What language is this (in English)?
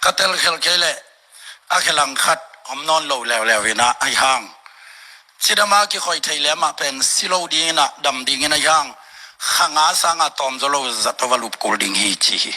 Tedim Chin